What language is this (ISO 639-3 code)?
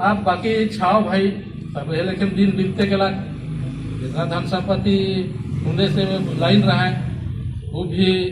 sck